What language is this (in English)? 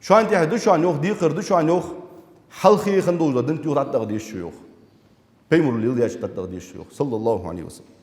Ingush